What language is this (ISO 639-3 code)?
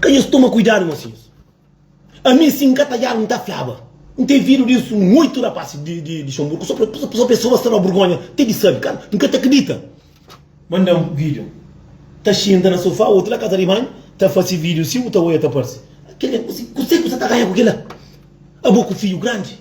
kea